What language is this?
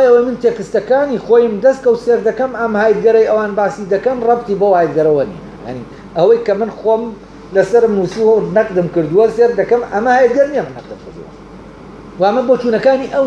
Central Kurdish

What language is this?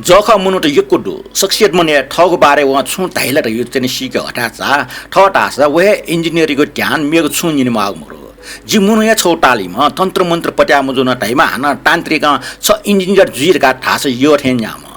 Newari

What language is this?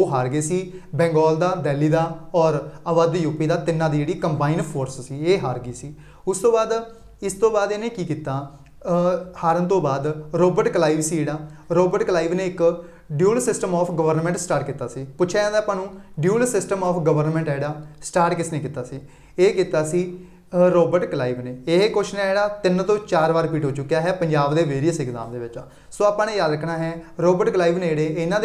Punjabi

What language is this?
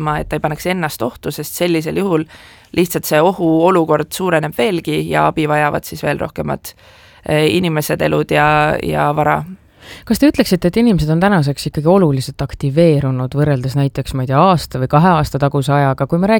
Estonian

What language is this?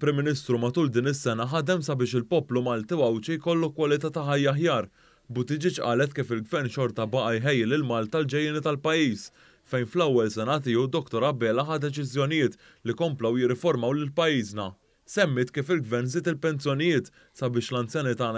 Maltese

